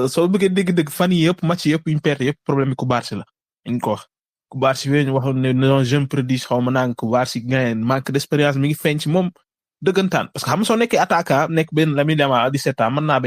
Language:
Wolof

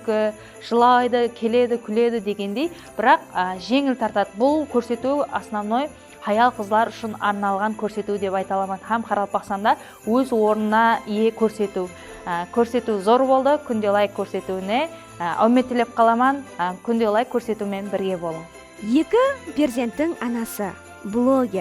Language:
Kara-Kalpak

